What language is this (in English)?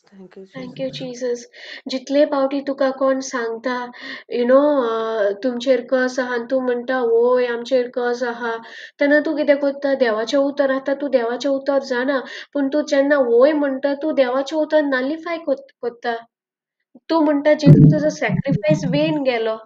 Konkani